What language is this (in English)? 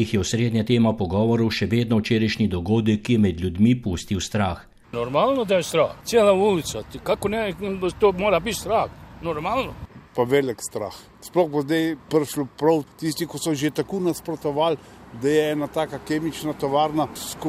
Slovenian